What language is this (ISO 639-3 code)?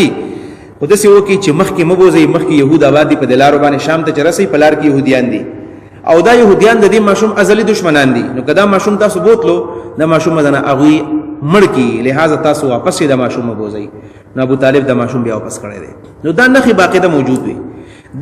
pus